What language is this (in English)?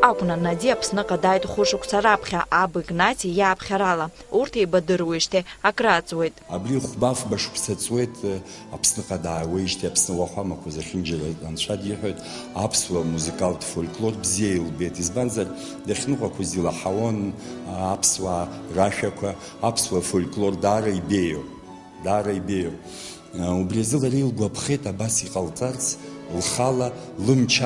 Abkhazian